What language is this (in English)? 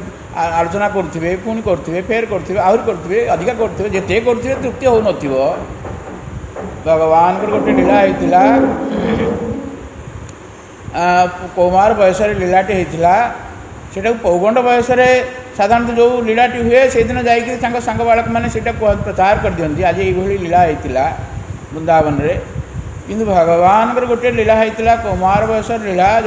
Odia